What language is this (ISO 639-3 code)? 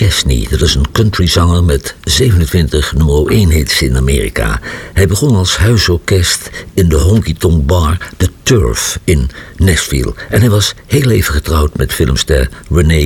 nld